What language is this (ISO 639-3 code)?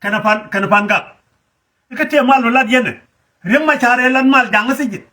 nus